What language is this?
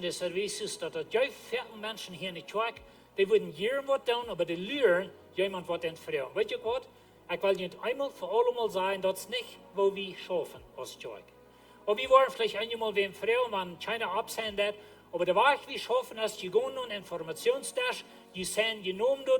Plautdietsch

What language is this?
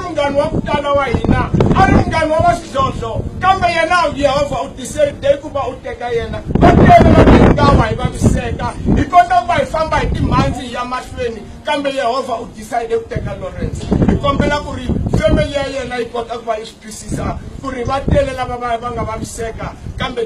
Tsonga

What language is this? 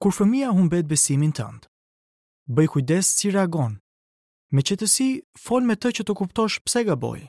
Albanian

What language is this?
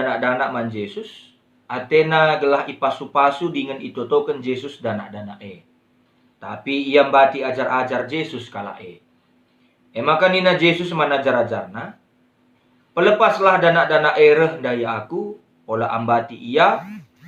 Batak Karo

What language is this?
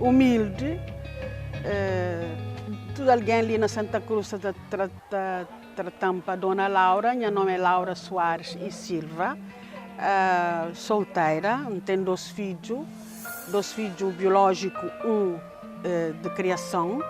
Kabuverdianu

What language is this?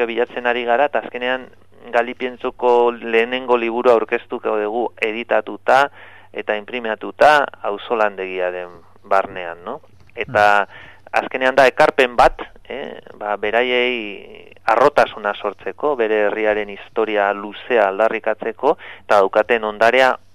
Basque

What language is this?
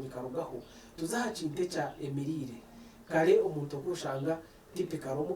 Nyankole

